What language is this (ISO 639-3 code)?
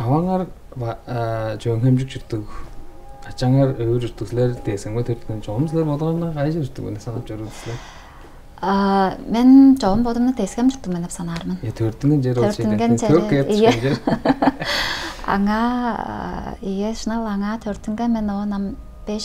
tyv